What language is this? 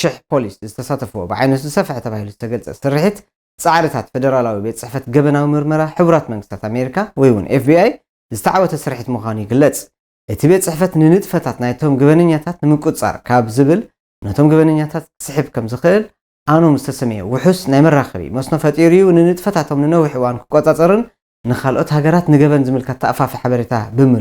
Tigrinya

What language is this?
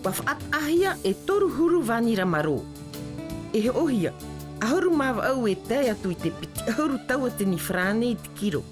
Tahitian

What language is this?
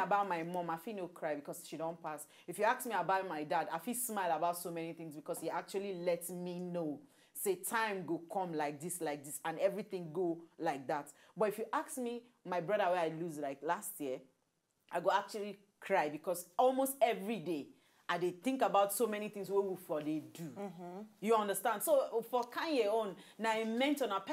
Nigerian Pidgin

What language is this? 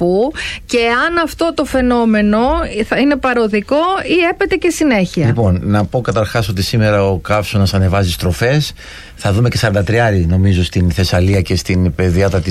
Greek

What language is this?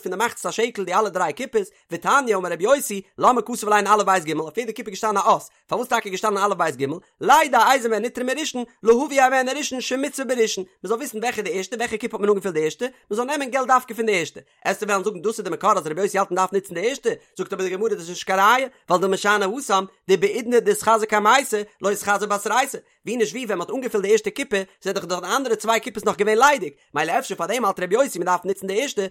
Yiddish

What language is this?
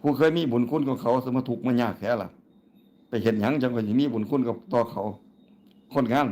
Northeastern Thai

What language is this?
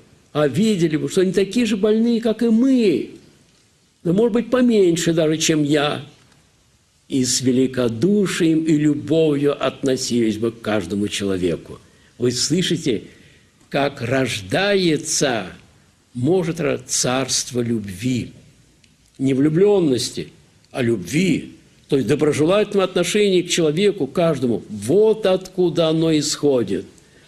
Russian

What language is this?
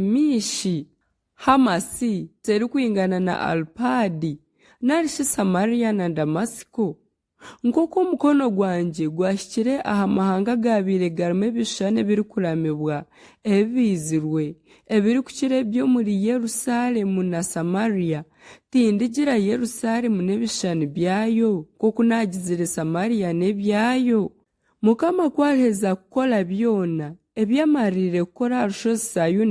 Nyankole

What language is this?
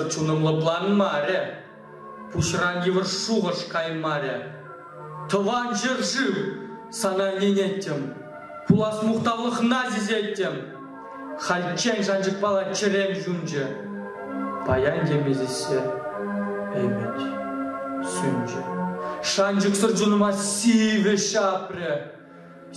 Chuvash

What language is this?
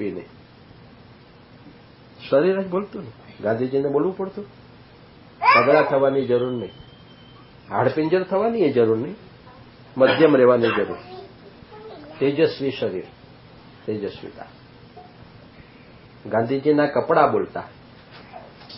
Gujarati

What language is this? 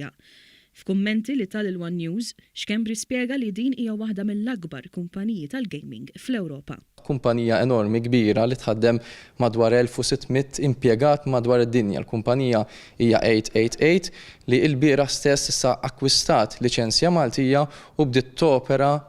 Maltese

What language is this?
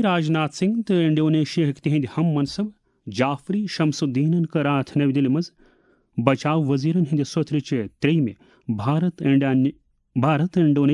Kashmiri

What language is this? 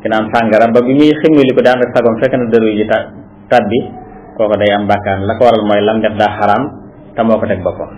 Wolof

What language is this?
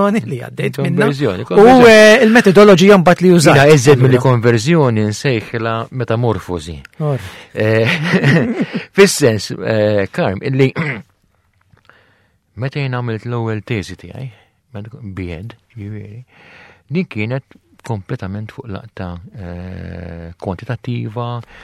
Maltese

